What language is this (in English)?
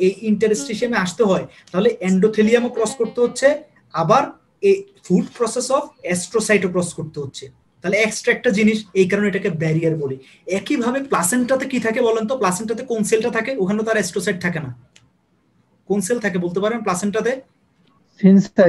Bangla